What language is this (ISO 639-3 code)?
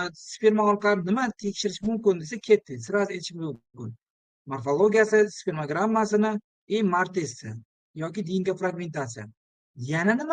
uzb